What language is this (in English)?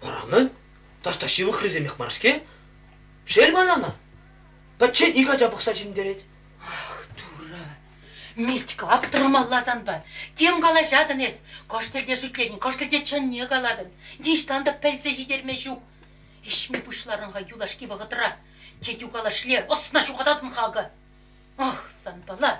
Chuvash